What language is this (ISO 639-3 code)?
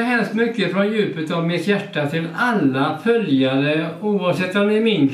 swe